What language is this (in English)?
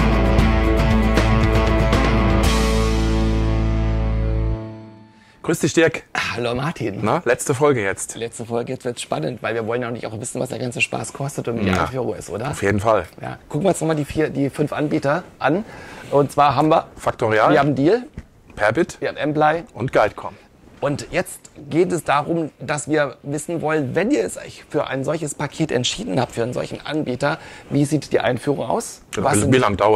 German